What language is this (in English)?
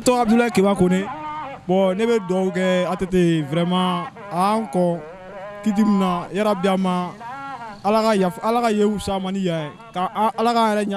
Bambara